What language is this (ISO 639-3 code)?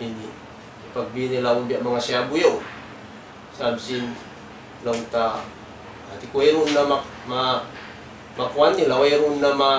tsg